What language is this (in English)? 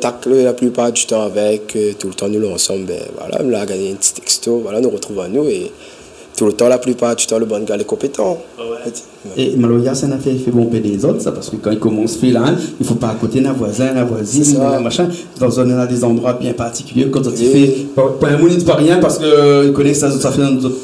Réunion Creole French